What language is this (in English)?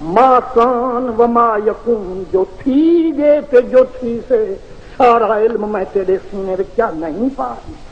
Saraiki